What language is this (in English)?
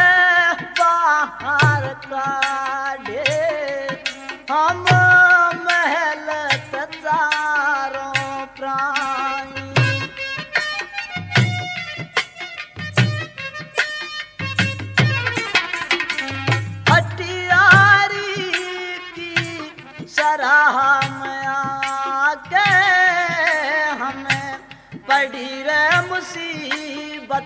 Haryanvi